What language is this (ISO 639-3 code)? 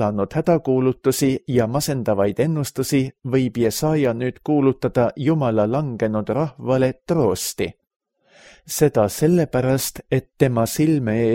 est